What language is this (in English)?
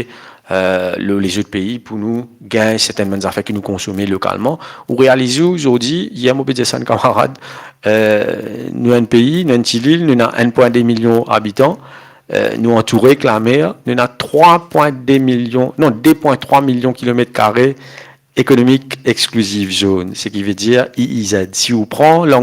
Morisyen